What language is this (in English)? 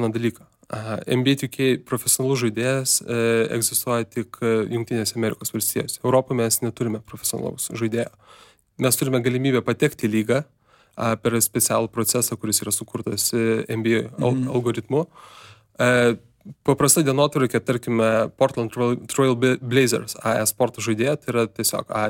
Lithuanian